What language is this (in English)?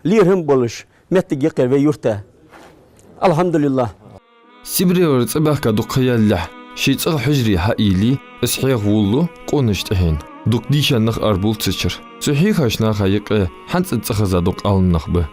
Ingush